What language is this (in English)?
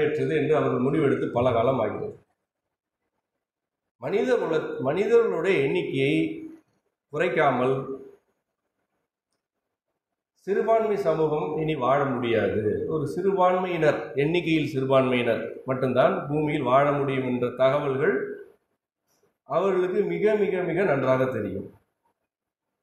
Tamil